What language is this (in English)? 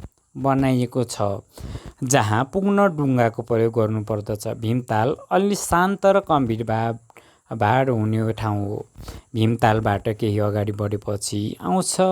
Nepali